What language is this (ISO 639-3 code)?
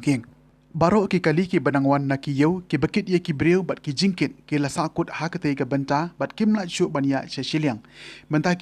kha